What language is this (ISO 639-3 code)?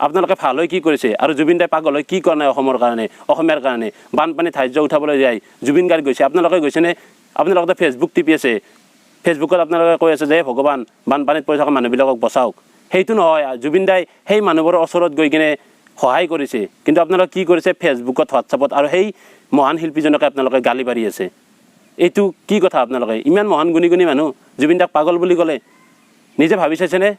asm